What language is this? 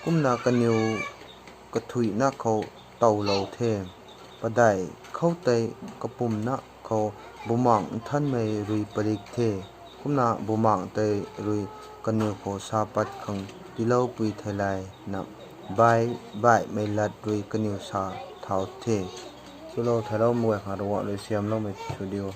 Rongmei Naga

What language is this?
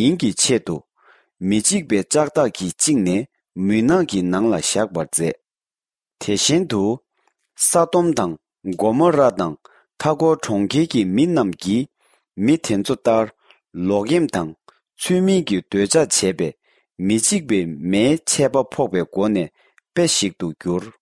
Tibetan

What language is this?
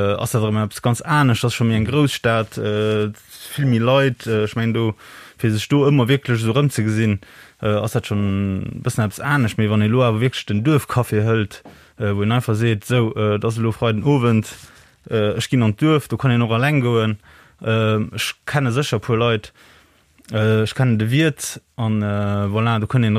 Luxembourgish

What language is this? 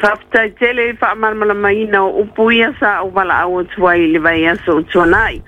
Samoan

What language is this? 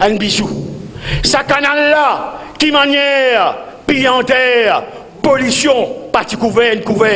Morisyen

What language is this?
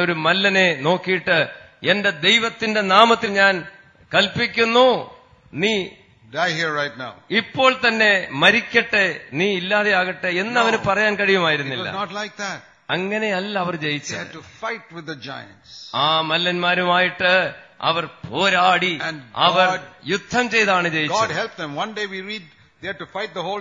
Malayalam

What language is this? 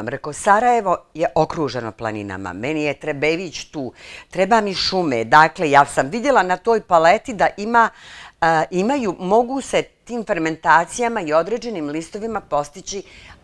Bosnian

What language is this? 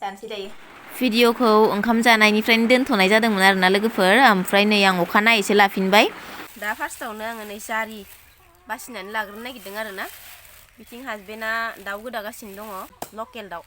Bodo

